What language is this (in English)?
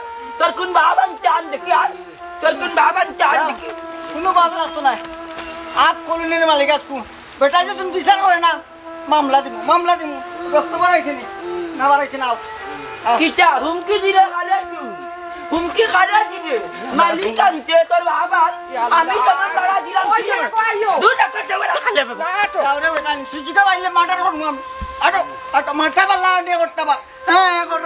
Sylheti